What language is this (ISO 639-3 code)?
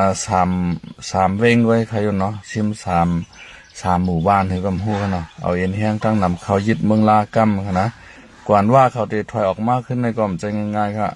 shn